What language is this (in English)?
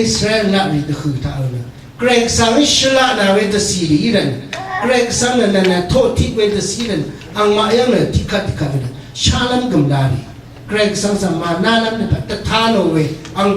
Rawang